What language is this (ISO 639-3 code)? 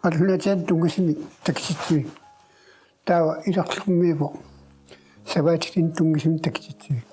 kal